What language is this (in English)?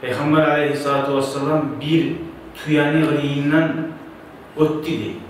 Kumyk